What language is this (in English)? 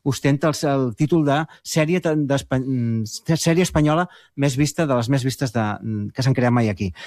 Catalan